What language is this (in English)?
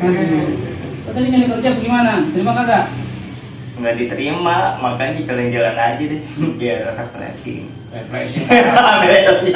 Betawi